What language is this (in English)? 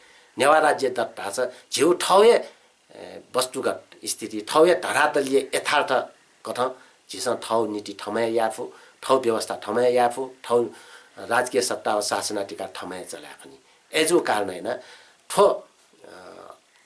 Newari